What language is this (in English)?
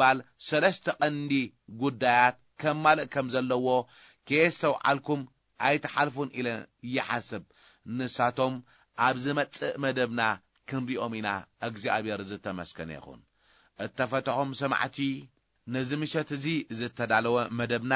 Tigrinya